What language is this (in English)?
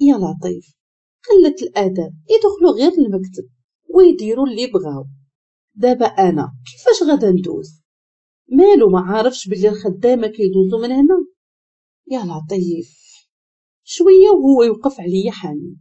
Moroccan Arabic